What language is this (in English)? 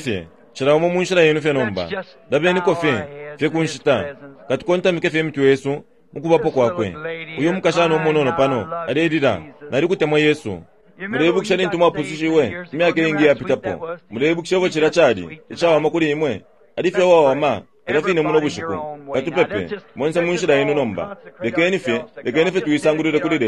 Bemba